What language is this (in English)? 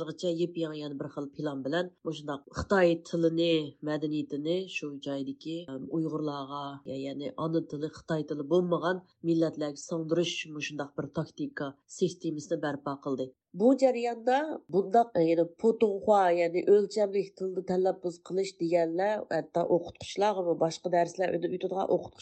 Uyghur